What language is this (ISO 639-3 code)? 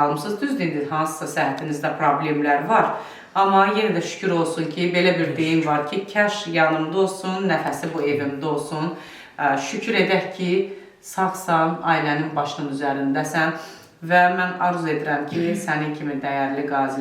aze